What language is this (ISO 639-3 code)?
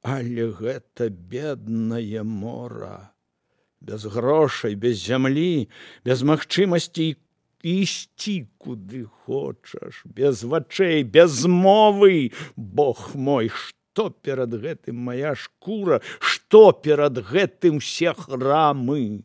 bel